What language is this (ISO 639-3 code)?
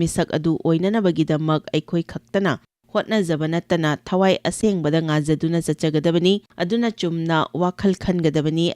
mni